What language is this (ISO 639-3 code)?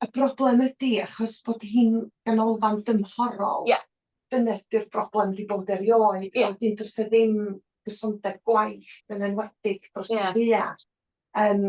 cym